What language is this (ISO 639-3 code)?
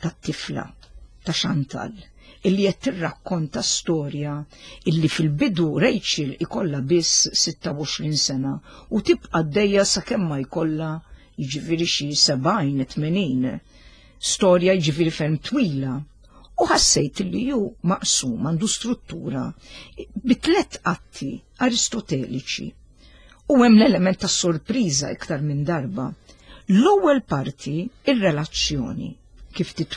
mlt